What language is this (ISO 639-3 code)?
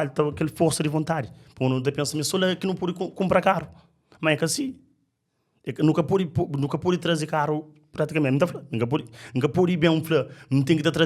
kea